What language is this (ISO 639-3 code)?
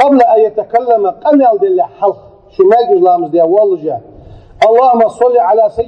inh